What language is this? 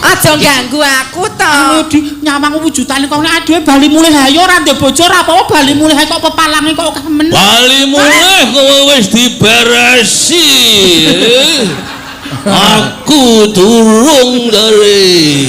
Javanese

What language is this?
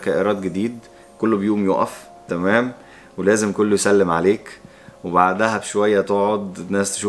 Egyptian Arabic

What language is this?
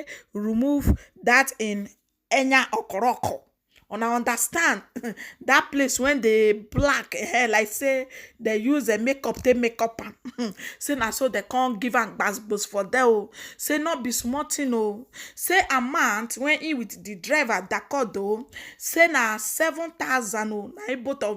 Nigerian Pidgin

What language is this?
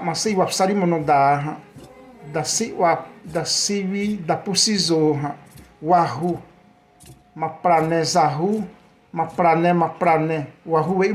Xavánte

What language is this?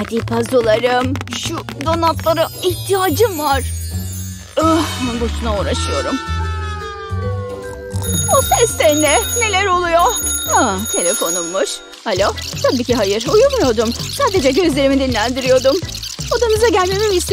Turkish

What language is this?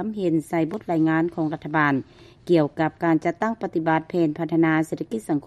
Lao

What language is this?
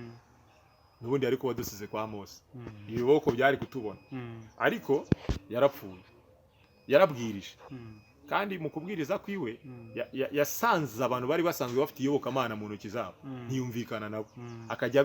Kinyarwanda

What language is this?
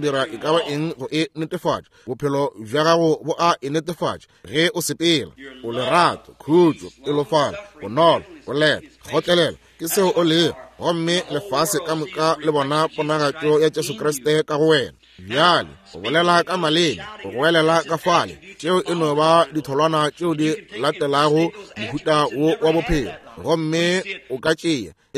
Northern Sotho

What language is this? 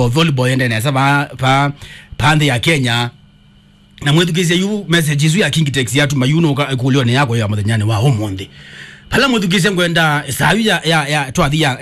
Kamba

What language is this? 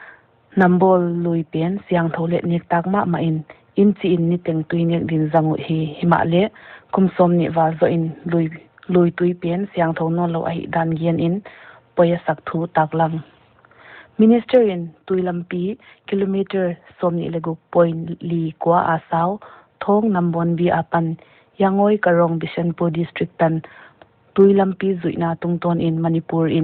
Paite Chin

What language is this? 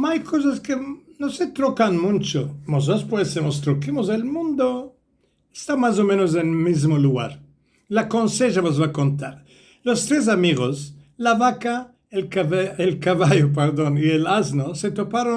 Ladino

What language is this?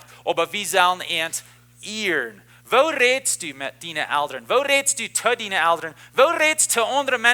Plautdietsch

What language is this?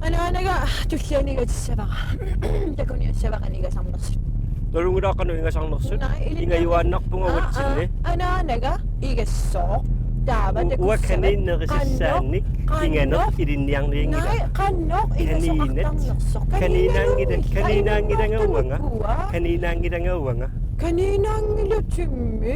Kalaallisut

